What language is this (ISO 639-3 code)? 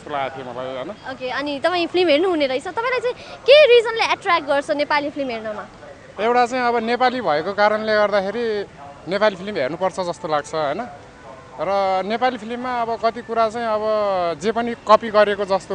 nep